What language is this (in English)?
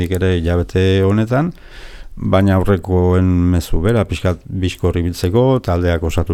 Basque